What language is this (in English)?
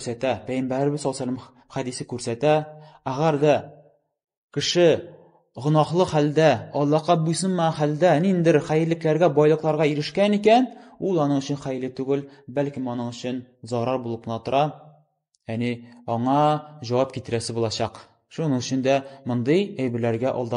Tatar